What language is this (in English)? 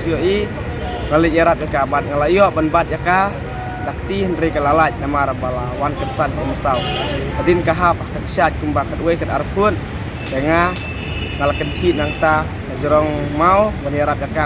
Khasi